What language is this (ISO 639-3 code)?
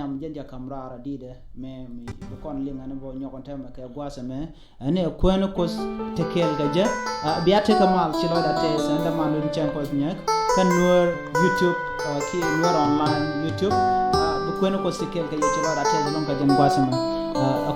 nus